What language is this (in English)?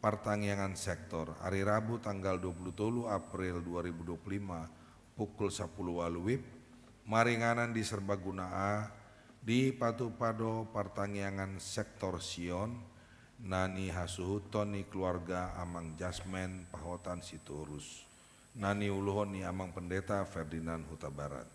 Batak Toba